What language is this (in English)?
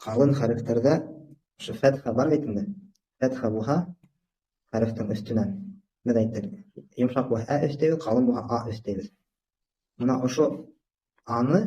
Bashkir